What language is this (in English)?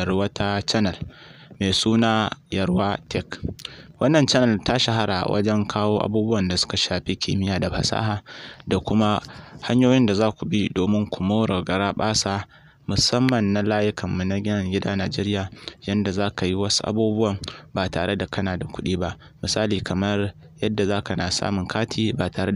Hausa